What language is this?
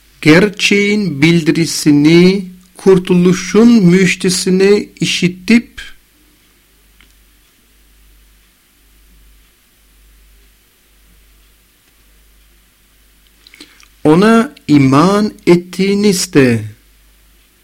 Turkish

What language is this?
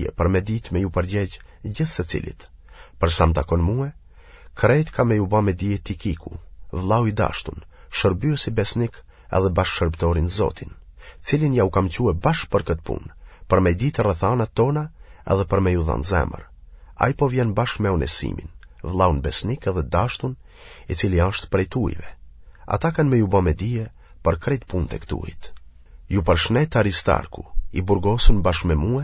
Albanian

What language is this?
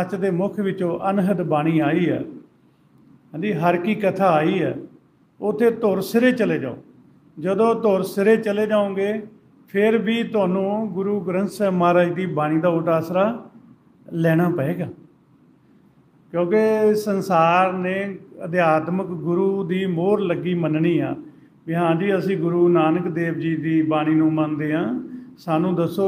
Punjabi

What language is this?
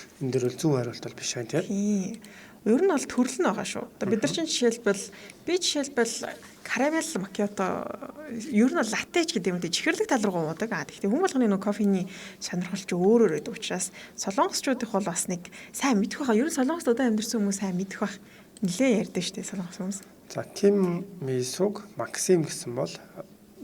Mongolian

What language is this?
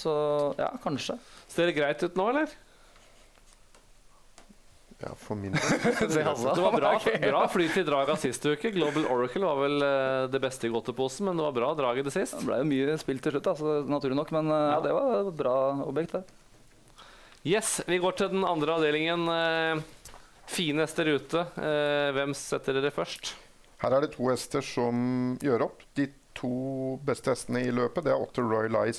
Norwegian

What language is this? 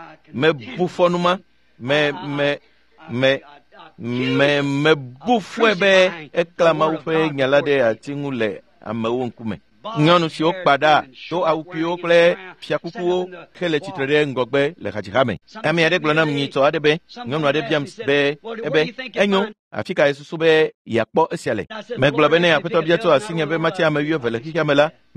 Ewe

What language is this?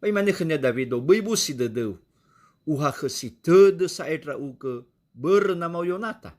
Nias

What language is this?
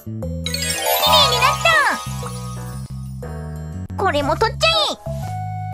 Japanese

